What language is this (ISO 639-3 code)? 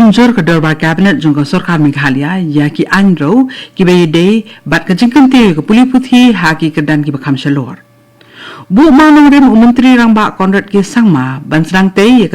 kha